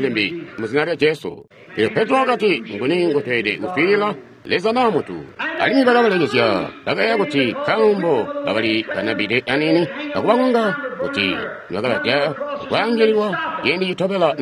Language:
Tonga (Zambia)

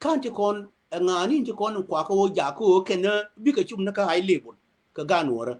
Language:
Nuer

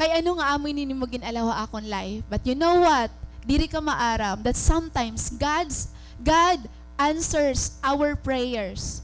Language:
Waray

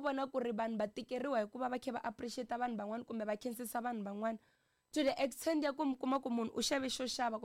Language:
Tsonga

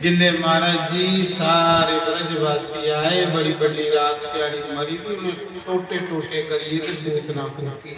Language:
Dogri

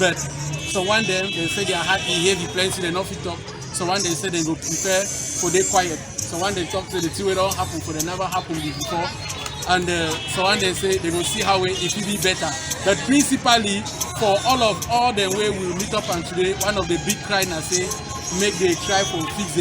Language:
Cameroon Pidgin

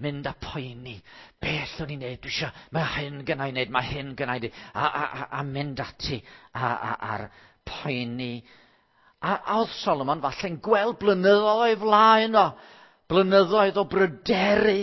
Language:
Welsh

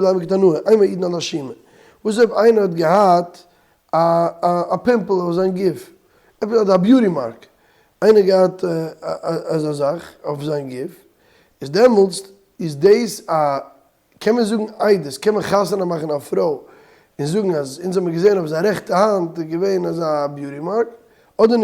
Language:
Yiddish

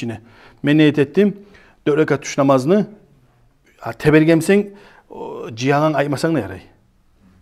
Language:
Kumyk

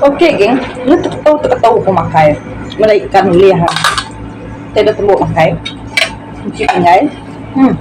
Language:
Iban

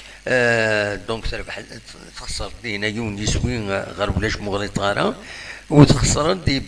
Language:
Kabyle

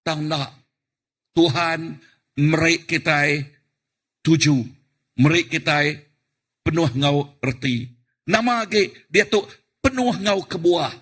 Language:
Iban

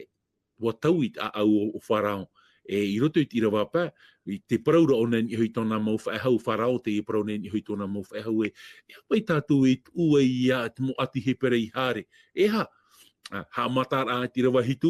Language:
Tahitian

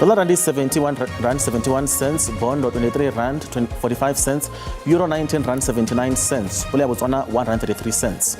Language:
Venda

